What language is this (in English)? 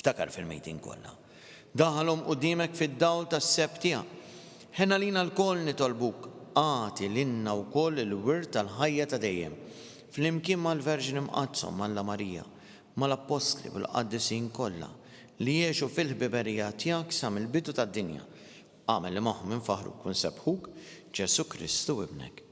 Maltese